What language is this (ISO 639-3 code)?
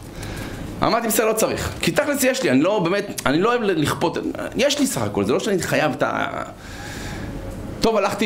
heb